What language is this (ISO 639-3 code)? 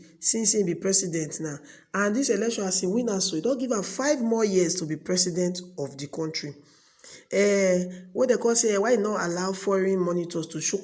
pcm